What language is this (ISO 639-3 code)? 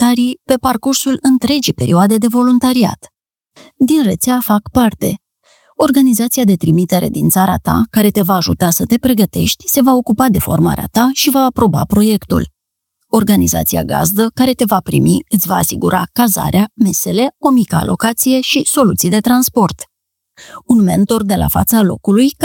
ron